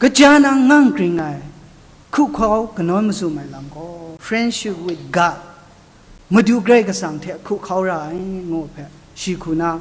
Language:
Kachin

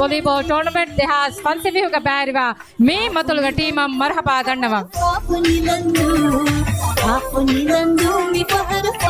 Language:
Divehi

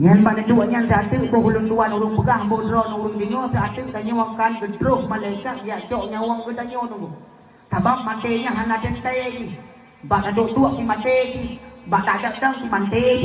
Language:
Achinese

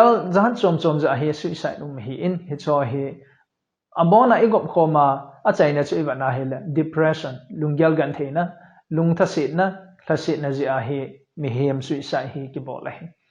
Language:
Thado Chin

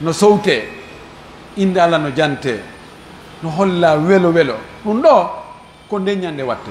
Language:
Pular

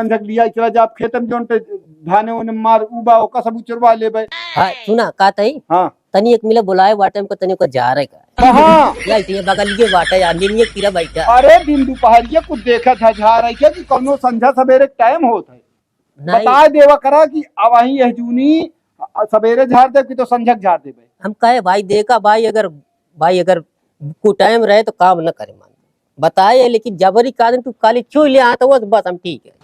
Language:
Awadhi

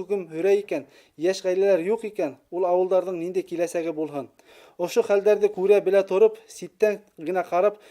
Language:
Bashkir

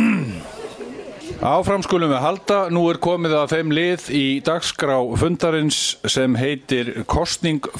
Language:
Icelandic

